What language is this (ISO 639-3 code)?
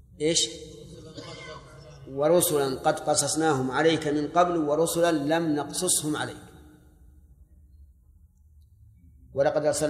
ara